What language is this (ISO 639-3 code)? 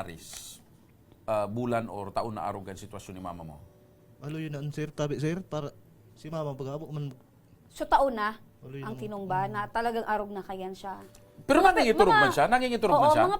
bik